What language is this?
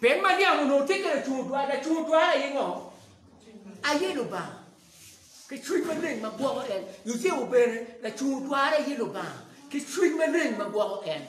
Acoli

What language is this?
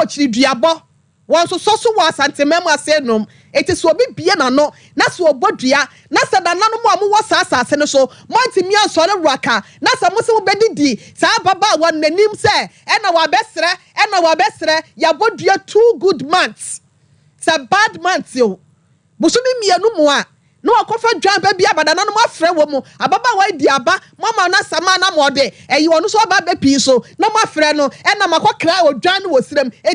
Akan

